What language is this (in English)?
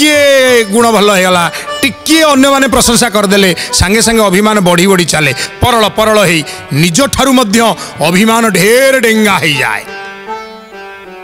Odia